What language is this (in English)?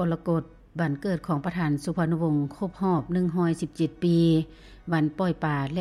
Lao